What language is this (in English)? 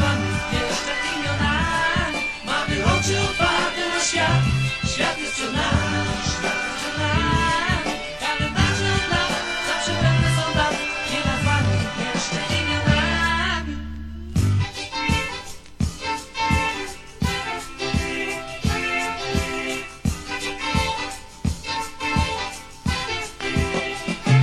Polish